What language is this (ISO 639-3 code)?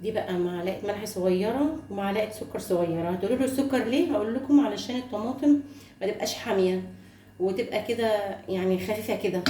arz